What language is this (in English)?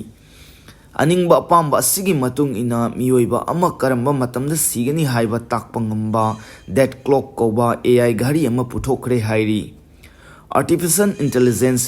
Manipuri